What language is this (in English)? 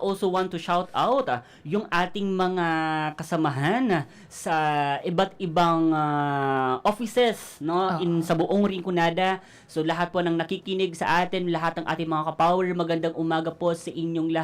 Bikol